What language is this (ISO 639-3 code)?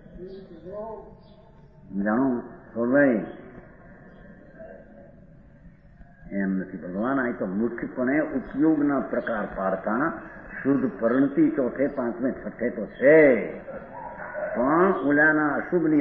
guj